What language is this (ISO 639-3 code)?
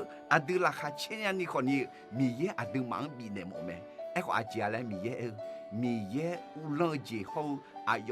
ahk